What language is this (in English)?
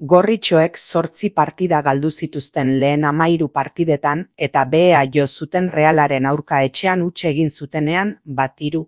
Basque